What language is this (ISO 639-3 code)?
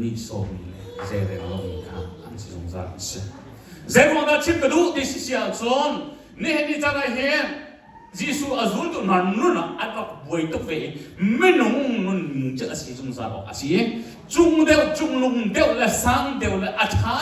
cnh